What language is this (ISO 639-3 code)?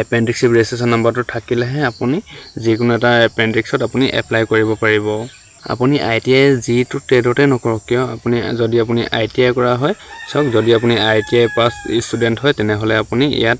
asm